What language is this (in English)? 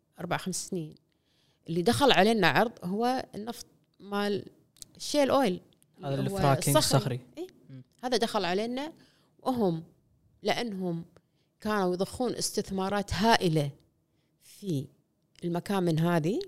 Gulf Arabic